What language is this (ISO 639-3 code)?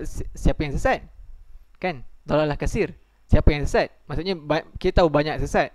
msa